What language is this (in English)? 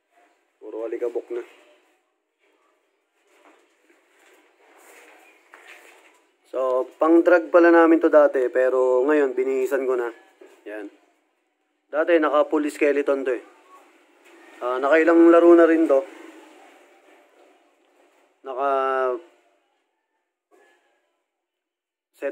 Filipino